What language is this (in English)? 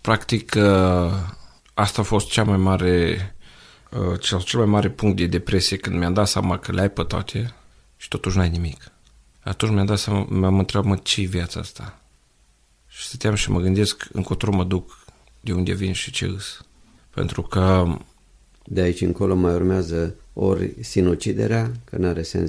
Romanian